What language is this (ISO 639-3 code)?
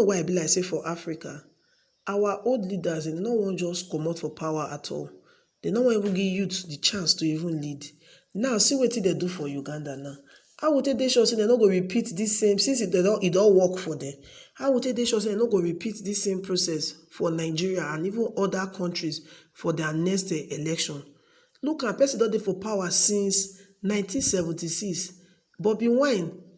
pcm